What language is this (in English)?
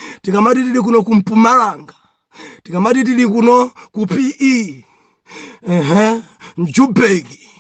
Nyanja